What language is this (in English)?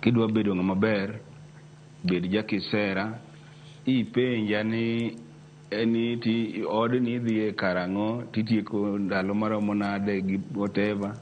Luo (Kenya and Tanzania)